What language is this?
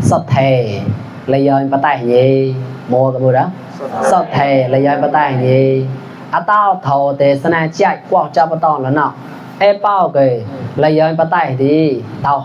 Mon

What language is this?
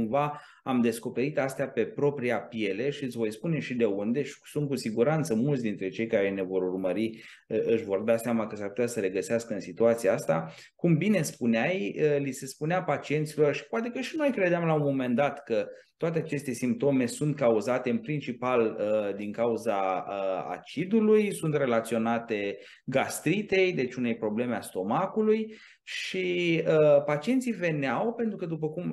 Romanian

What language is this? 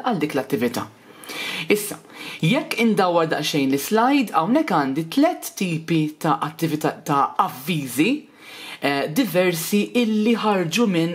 Maltese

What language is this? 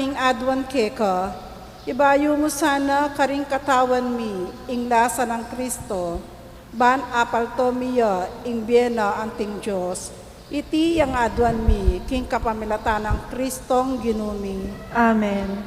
Pampanga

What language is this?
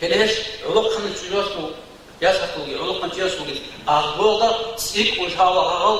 Avaric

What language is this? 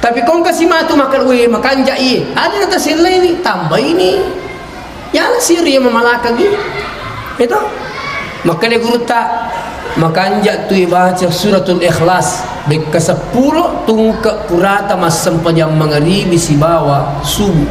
Buginese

